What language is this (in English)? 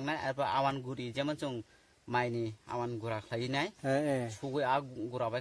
Kok Borok